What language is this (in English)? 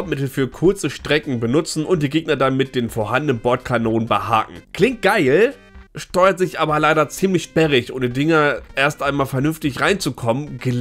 German